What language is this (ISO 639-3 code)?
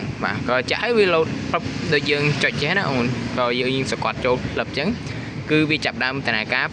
khm